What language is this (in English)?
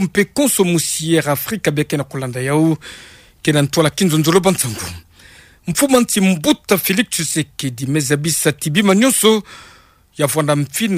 Kituba (Democratic Republic of Congo)